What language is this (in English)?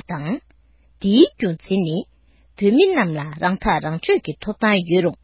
Tibetan